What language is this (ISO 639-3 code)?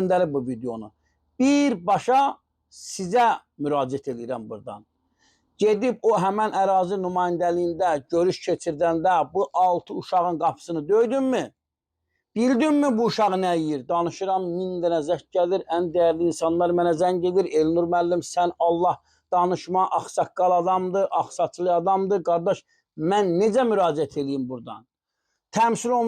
aze